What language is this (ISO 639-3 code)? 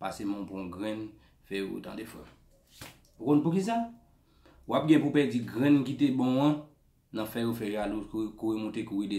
hat